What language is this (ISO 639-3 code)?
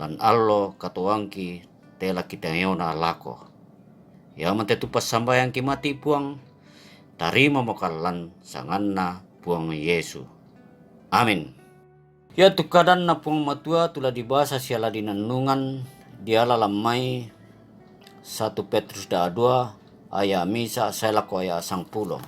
sda